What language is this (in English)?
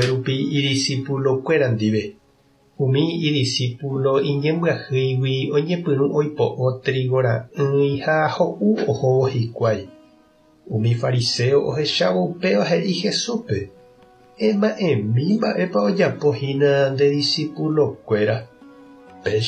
Guarani